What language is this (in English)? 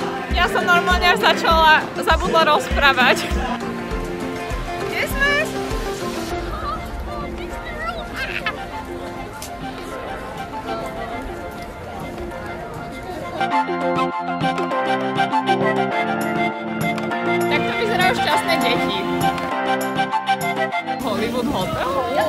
Slovak